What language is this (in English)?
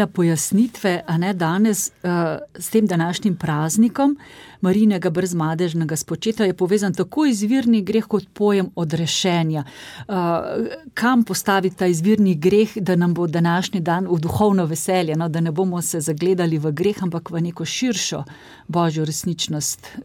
Slovenian